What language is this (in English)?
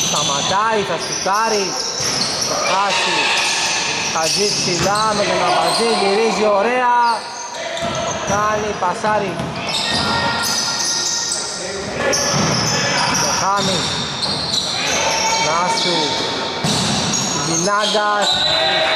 Greek